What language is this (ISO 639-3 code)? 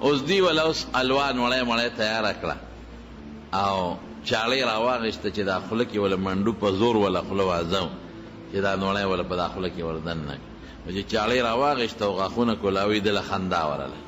pus